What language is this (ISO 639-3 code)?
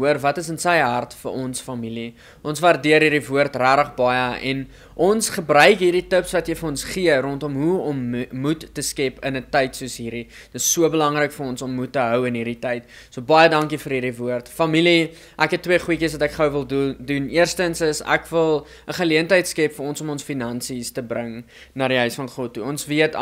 afr